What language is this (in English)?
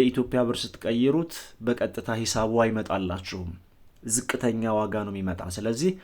Amharic